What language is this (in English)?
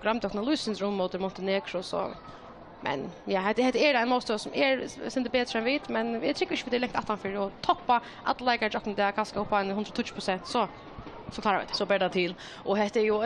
Faroese